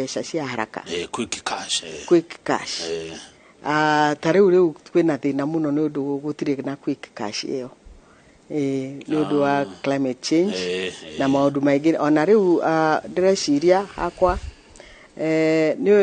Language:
Kikuyu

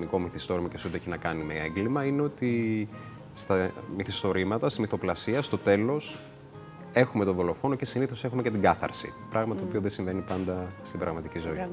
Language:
Greek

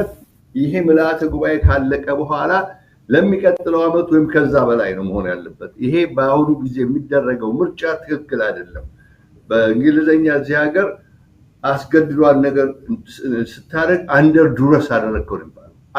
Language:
Amharic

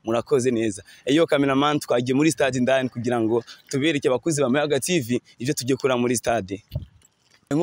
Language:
Rundi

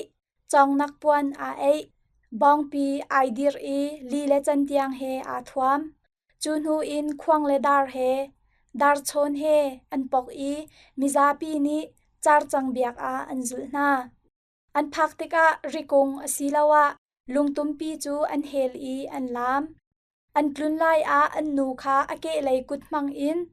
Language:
Hakha Chin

